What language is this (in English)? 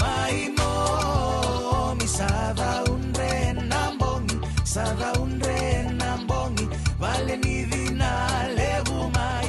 Fijian